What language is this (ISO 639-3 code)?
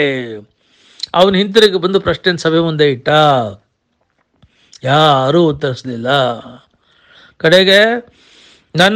kan